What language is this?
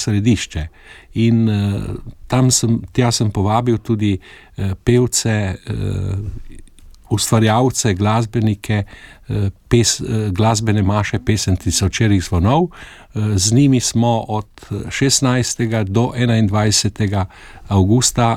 Slovenian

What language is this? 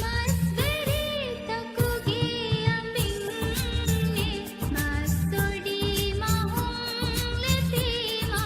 Divehi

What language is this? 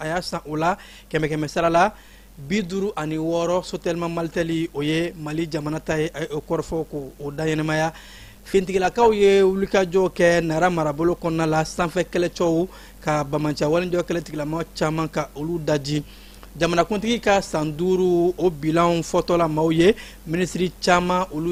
Bambara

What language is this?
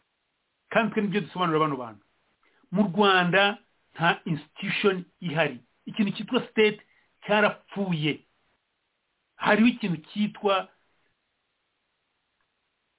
Kinyarwanda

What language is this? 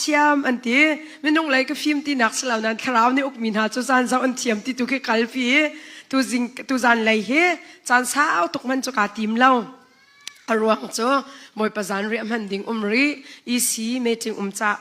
Hakha Chin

